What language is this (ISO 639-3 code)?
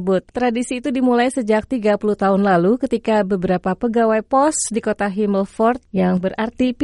ind